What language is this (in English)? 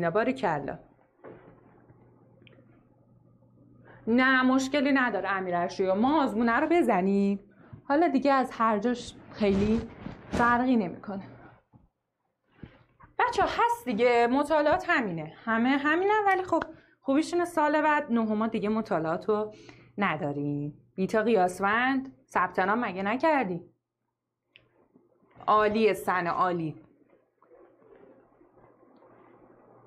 Persian